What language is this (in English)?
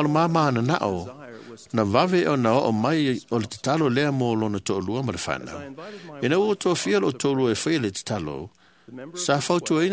Samoan